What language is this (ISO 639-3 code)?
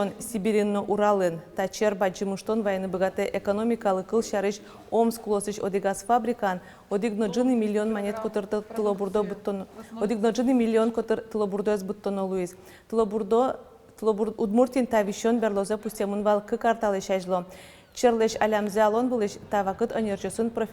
udm